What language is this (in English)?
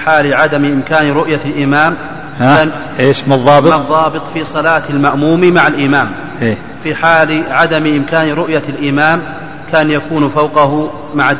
Arabic